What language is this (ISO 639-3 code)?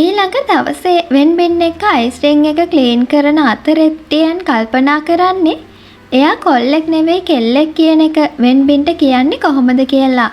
sin